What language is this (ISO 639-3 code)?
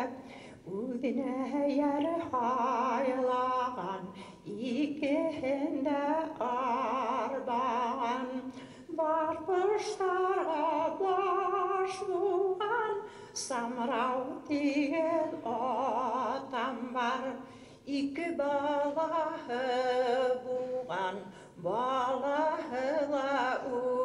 bak